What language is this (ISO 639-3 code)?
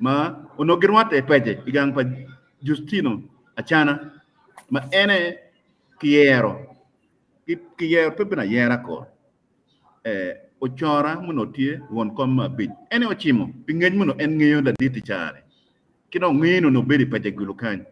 ach